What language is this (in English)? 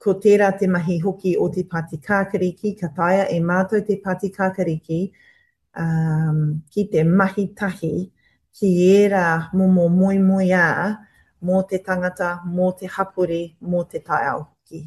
Māori